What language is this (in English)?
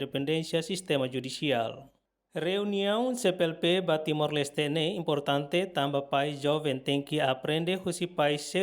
Tetum